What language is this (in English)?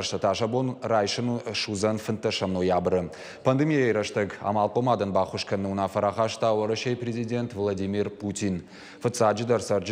Ossetic